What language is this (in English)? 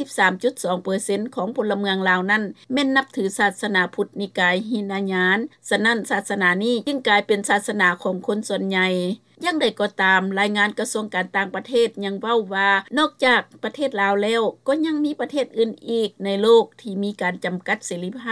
Lao